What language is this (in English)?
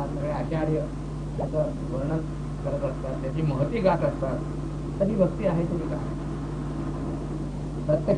Marathi